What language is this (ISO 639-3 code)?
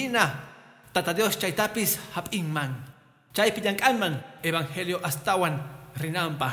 que